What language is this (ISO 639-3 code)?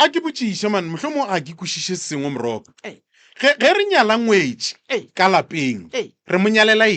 nso